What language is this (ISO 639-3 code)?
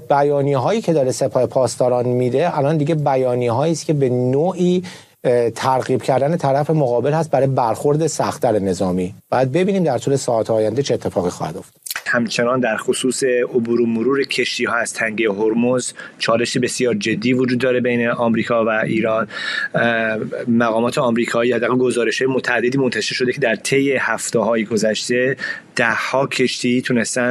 fas